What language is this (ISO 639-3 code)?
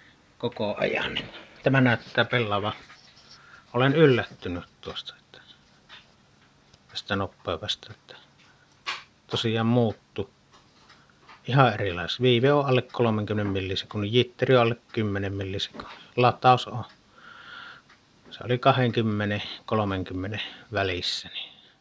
fin